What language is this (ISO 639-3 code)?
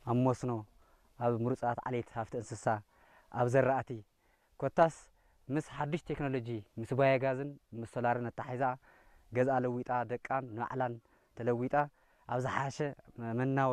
tir